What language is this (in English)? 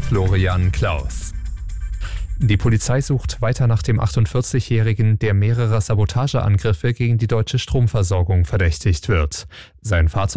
German